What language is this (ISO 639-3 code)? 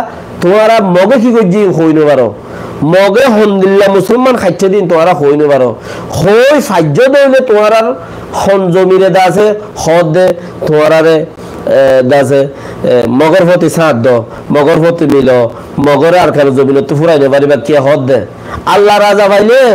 rhg